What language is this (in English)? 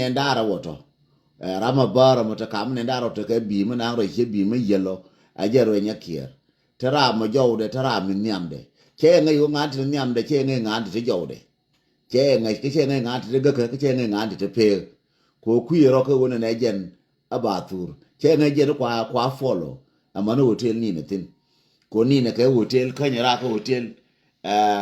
Nuer